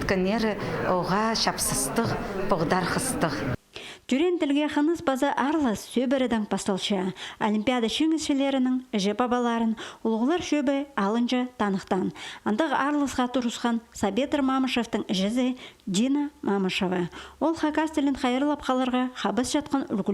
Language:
Khakas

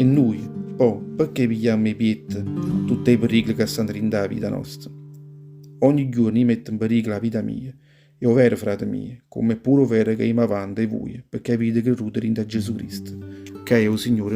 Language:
Neapolitan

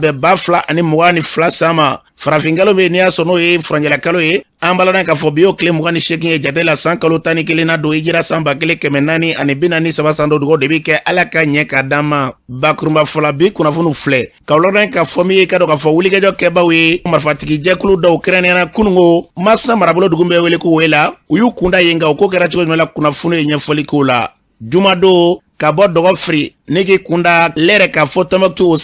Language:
Bambara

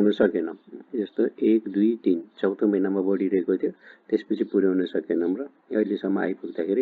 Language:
Nepali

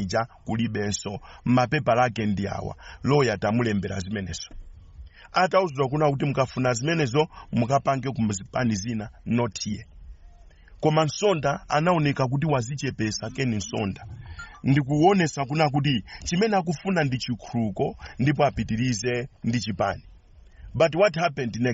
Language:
Nyanja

